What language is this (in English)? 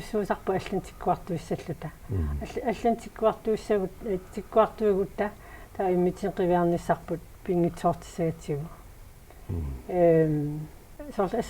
Kalaallisut